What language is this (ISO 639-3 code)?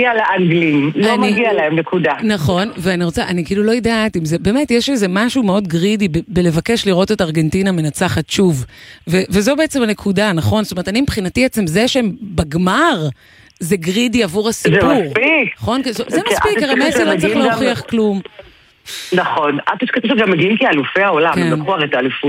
heb